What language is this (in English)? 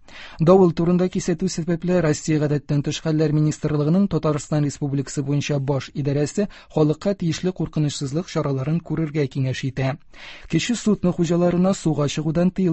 Tatar